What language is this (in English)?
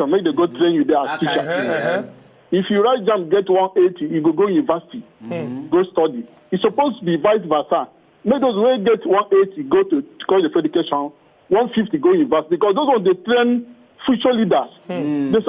Nigerian Pidgin